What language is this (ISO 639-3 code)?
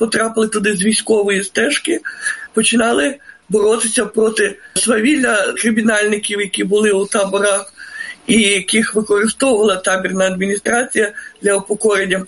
ukr